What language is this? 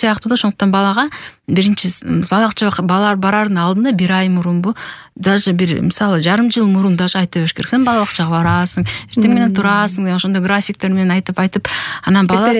Kyrgyz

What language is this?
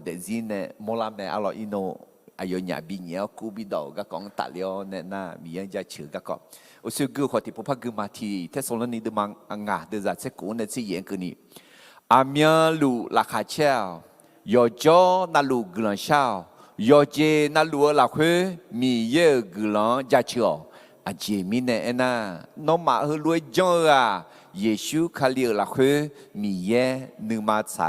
Akha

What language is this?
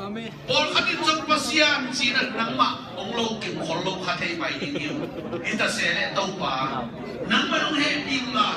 Tedim Chin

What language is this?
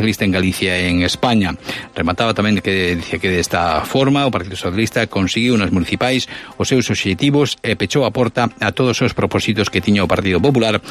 Galician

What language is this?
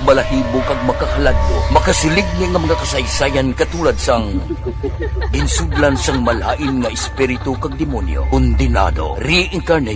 Hiligaynon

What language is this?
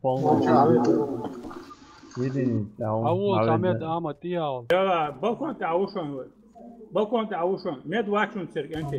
Chechen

